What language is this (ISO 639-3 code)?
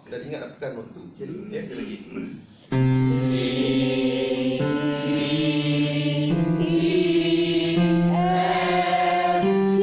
msa